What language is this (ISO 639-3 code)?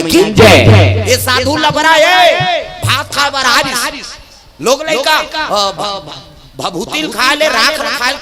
hne